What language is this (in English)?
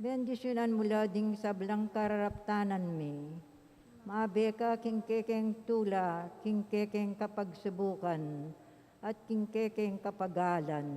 Pampanga